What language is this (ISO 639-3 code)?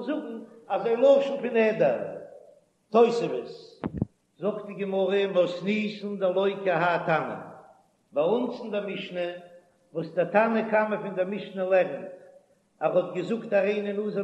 yid